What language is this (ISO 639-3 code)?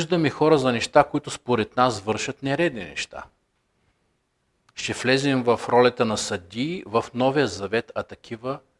bul